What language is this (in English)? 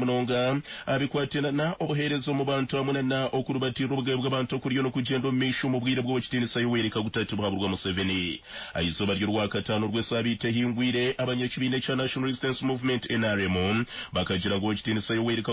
Nyankole